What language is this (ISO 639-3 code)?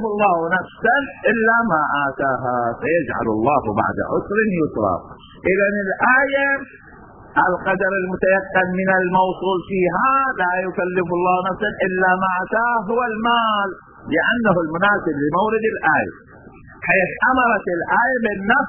ara